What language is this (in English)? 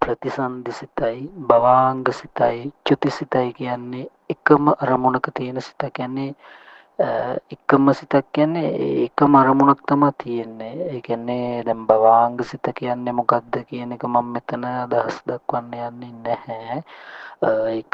Sinhala